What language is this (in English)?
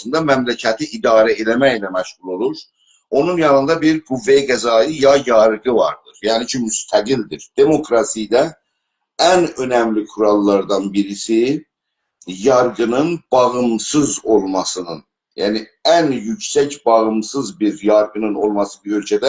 South Azerbaijani